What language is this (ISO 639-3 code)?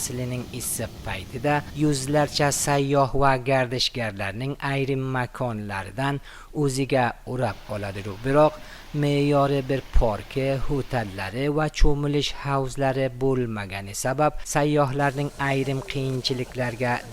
uzb